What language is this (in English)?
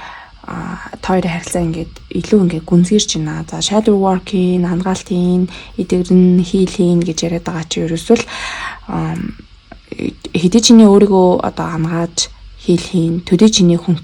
Mongolian